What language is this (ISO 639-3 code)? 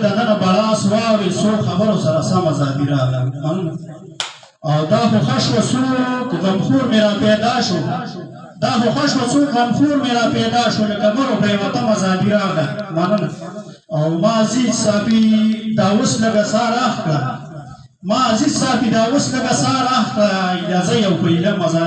pus